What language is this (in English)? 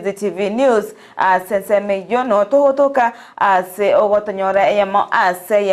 Gusii